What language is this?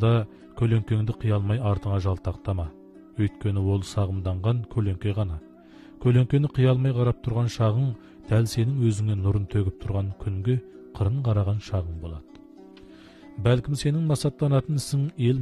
Kazakh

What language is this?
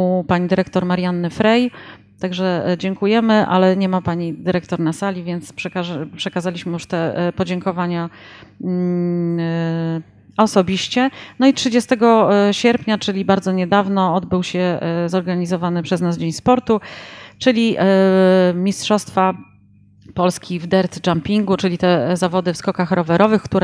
Polish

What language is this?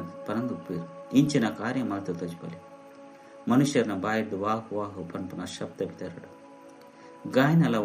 Tulu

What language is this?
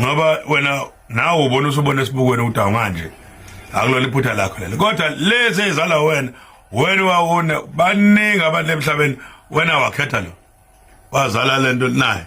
Zulu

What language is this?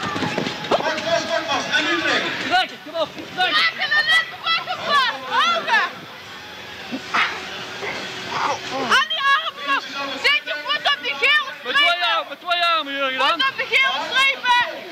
Dutch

